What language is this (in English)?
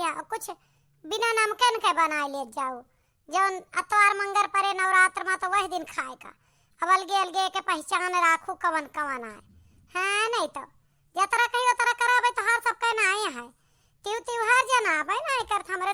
Awadhi